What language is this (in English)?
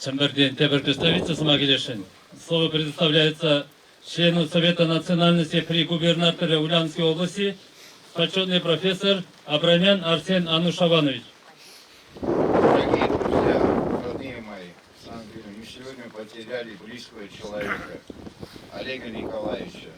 Chuvash